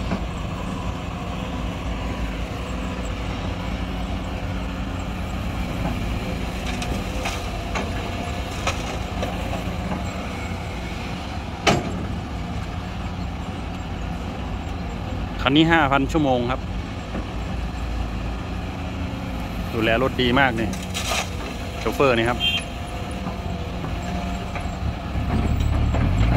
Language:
Thai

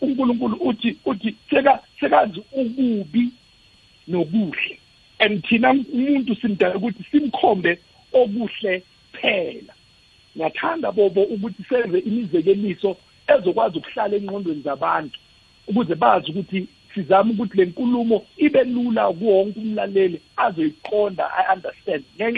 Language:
South Ndebele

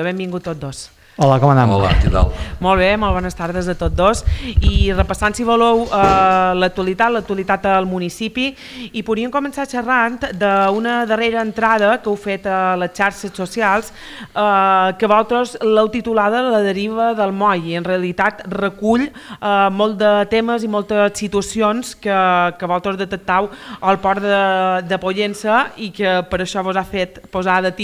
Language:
Catalan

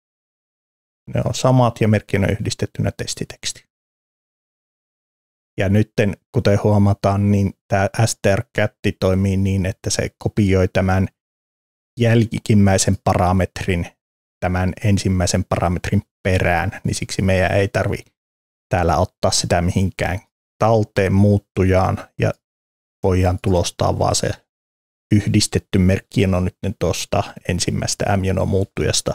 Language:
Finnish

